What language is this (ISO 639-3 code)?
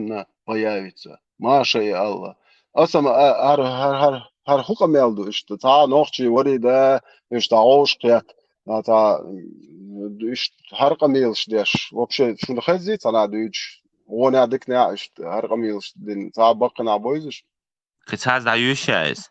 che